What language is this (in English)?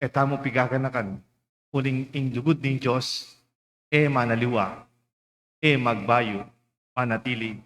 Pampanga